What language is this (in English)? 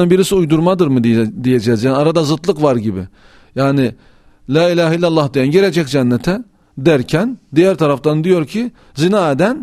Turkish